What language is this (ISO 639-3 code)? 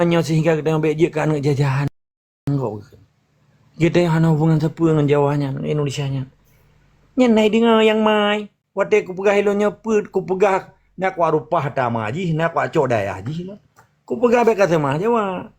ace